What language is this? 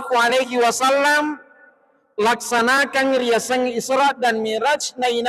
Buginese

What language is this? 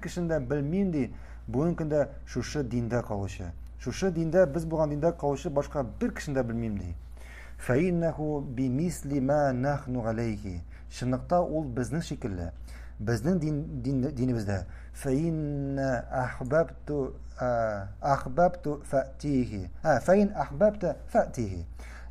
Tatar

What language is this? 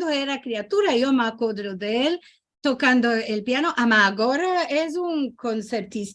Ladino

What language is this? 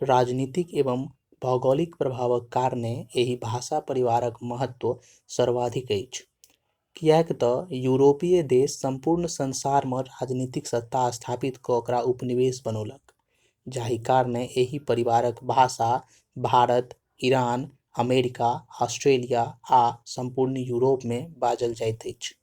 Maithili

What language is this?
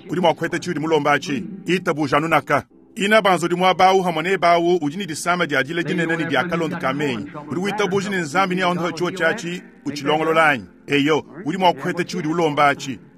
Luba-Lulua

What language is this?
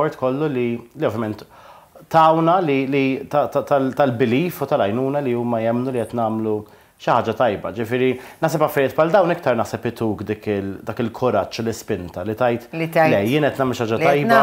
Maltese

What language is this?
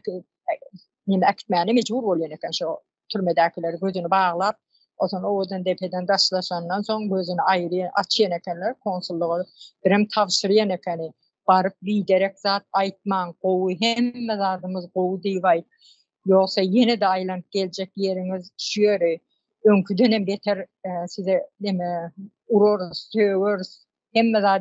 Turkmen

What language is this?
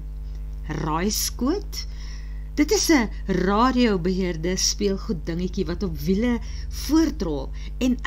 Afrikaans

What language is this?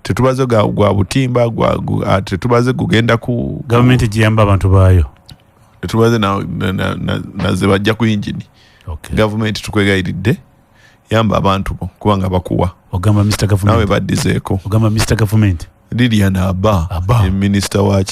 Ganda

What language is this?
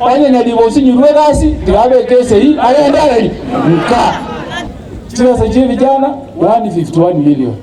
Gusii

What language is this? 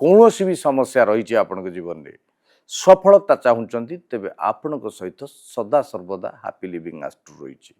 Odia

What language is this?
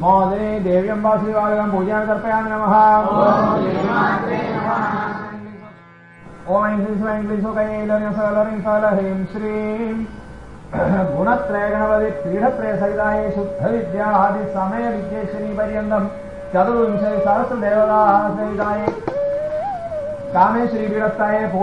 Sanskrit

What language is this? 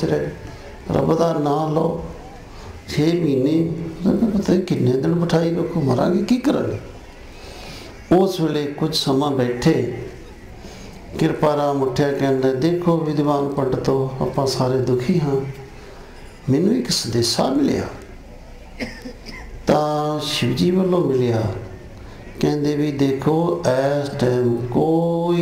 Punjabi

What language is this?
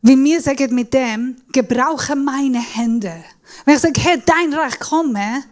Swiss German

